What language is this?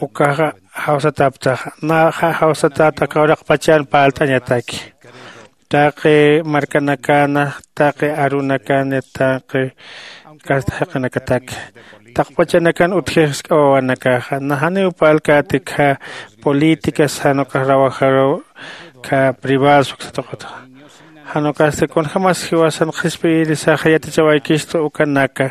Aymara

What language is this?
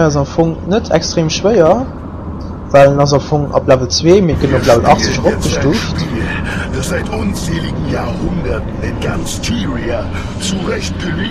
Luxembourgish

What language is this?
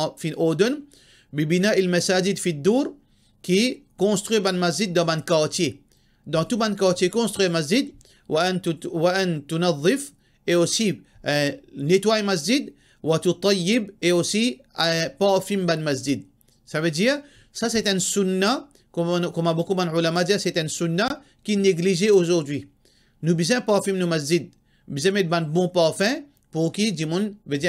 Morisyen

